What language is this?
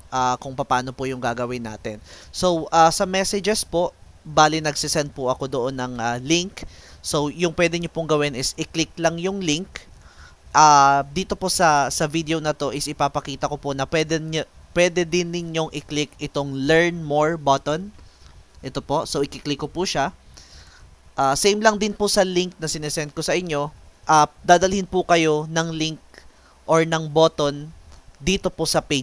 Filipino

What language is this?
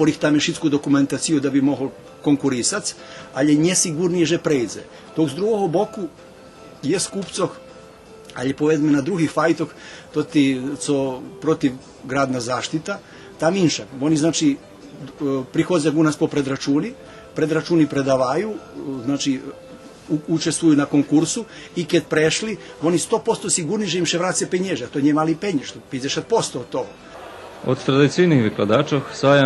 Rusyn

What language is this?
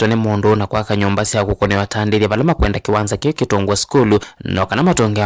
Kamba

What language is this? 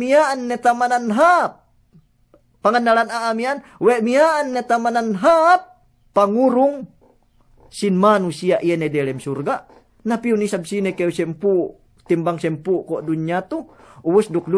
Yakan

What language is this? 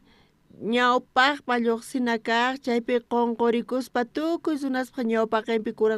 South Bolivian Quechua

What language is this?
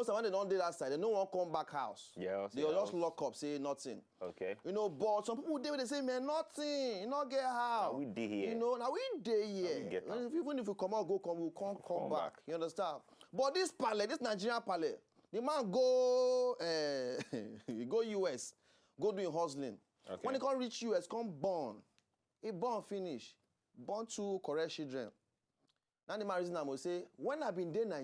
Nigerian Pidgin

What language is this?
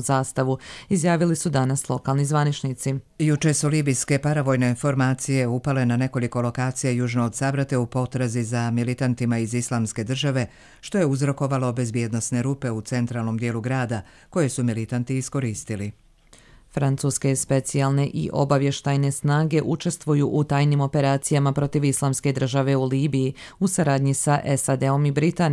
Serbian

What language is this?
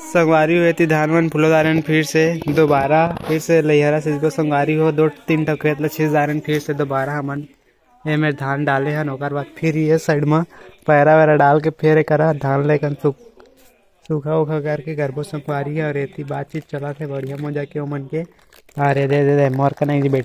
Chhattisgarhi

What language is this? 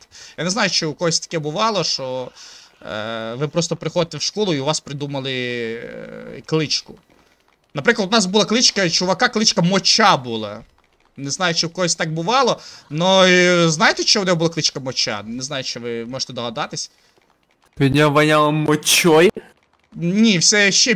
Ukrainian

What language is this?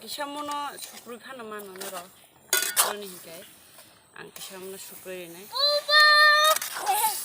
Kok Borok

